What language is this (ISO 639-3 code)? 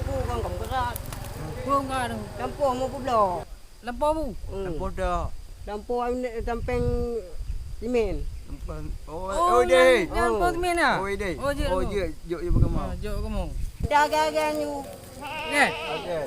ace